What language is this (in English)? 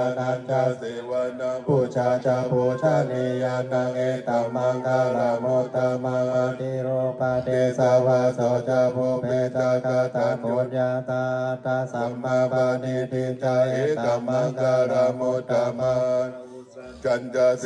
Pali